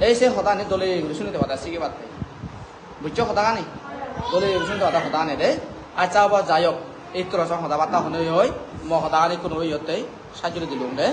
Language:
Chakma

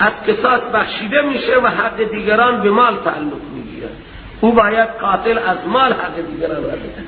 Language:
Persian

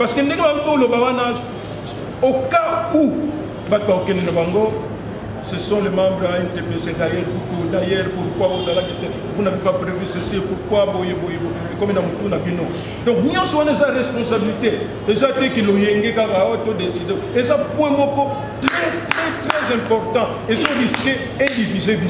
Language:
Lingala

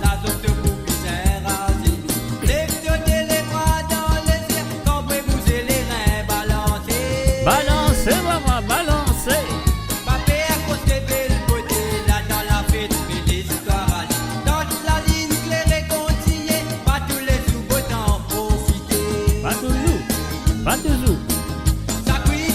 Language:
Morisyen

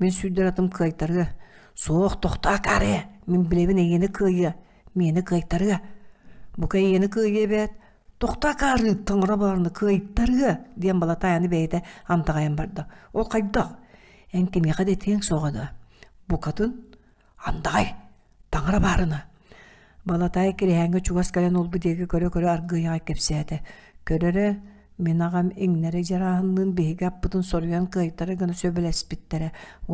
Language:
Yakut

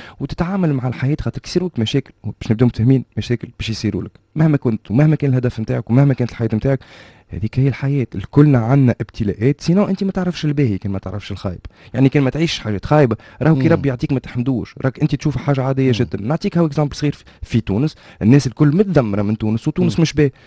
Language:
Tunisian Arabic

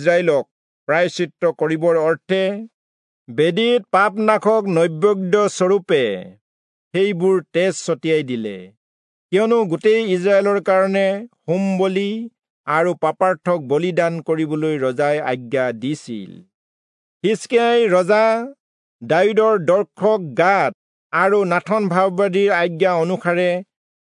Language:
Assamese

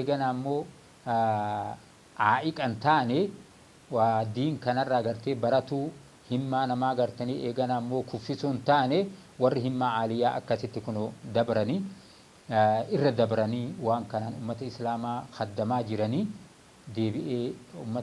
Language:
Oromo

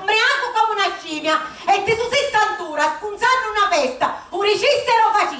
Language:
Sicilian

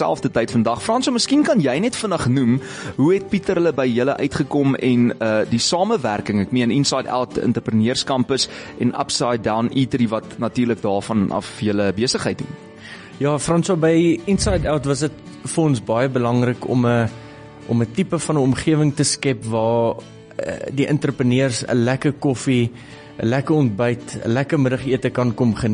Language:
Afrikaans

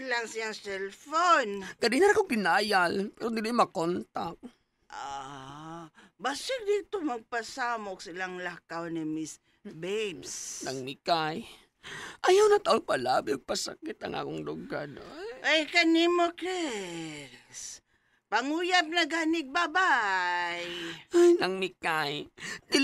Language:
Cebuano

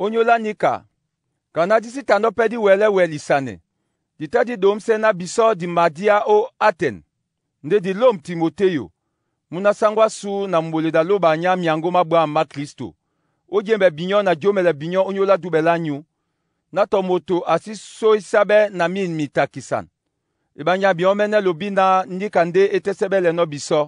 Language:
Duala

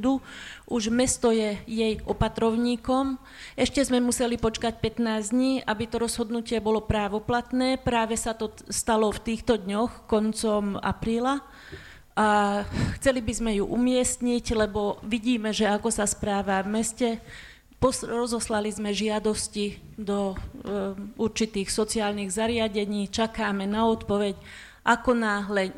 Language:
Slovak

